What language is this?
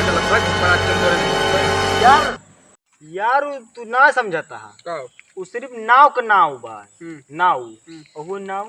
Awadhi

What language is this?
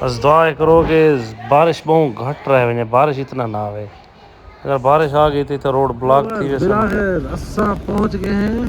Saraiki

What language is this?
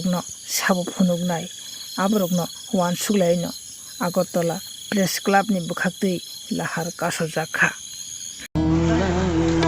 Kok Borok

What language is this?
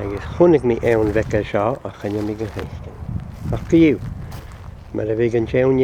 Scottish Gaelic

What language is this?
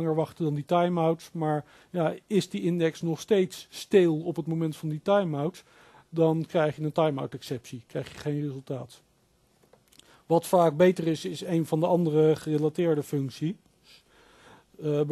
Dutch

